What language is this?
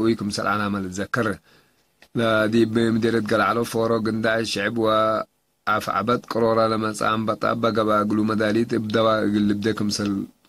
Tigre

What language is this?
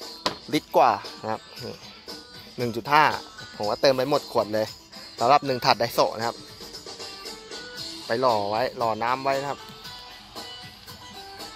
Thai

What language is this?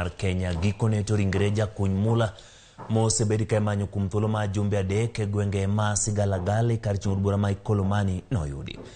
Luo (Kenya and Tanzania)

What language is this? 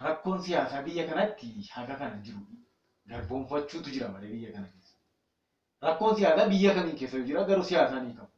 Oromo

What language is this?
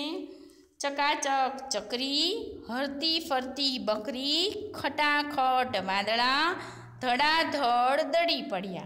Gujarati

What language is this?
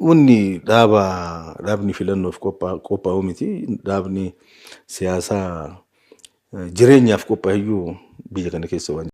Oromo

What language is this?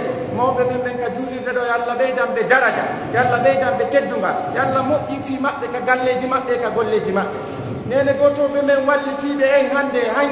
Pular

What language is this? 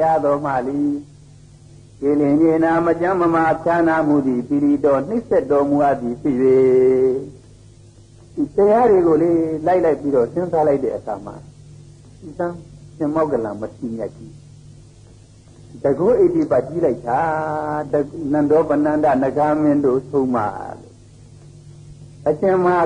Burmese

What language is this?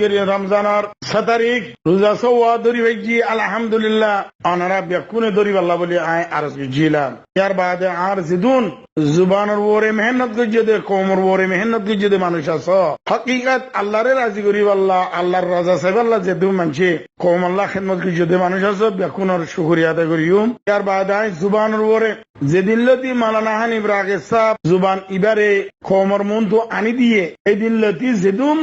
Rohingya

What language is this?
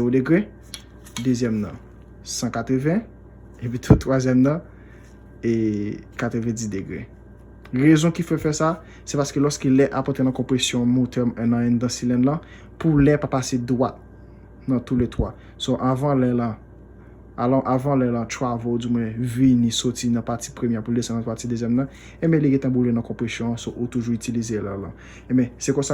Haitian Creole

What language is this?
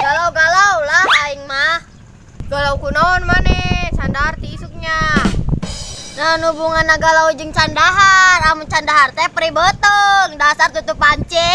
Sundanese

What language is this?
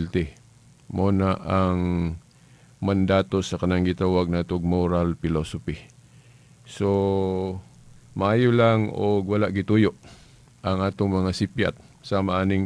Cebuano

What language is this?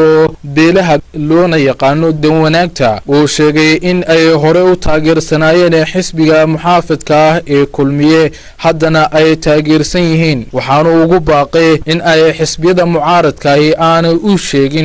Somali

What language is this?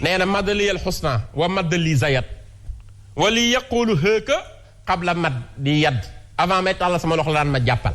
Wolof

